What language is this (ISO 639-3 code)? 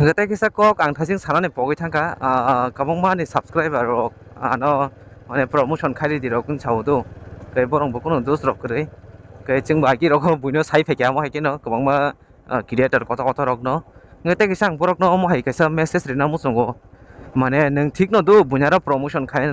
trp